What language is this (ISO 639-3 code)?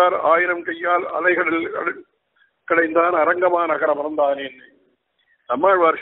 tam